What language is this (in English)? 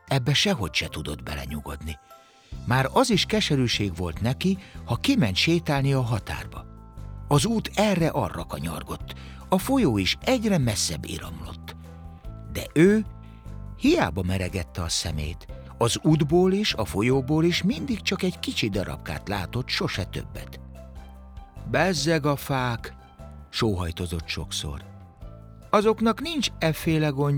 Hungarian